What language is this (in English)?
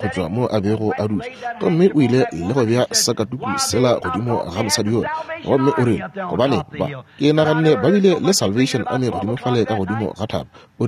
Northern Sotho